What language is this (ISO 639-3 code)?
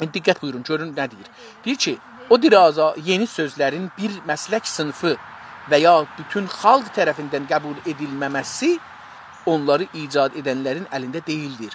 azb